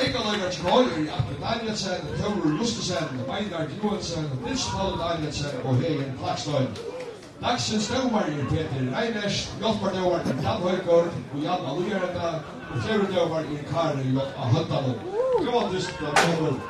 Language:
Faroese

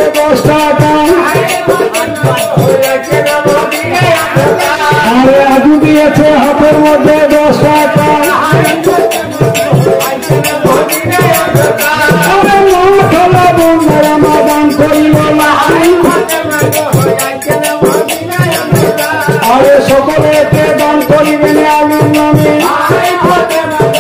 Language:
Bangla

